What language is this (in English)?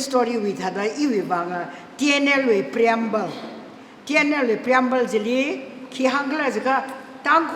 Tangkhul Naga (India)